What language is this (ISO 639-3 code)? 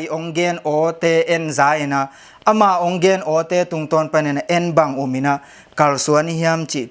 ctd